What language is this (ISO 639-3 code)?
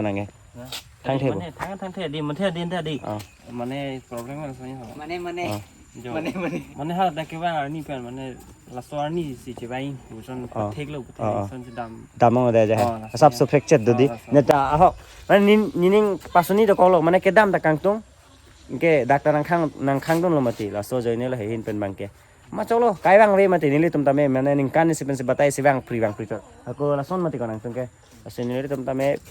mjw